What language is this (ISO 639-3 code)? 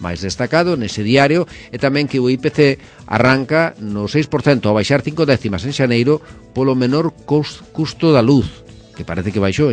glg